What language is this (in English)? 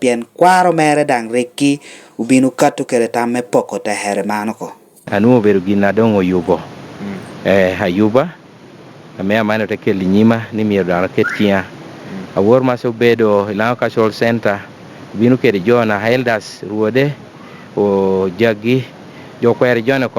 Lango (Uganda)